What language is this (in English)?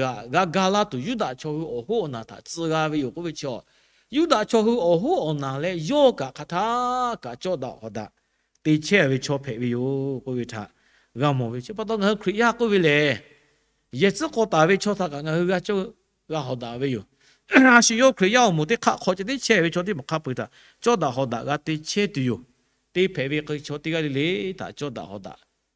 Lahu